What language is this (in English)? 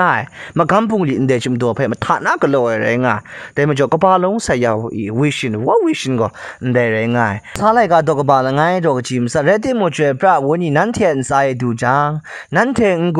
Kachin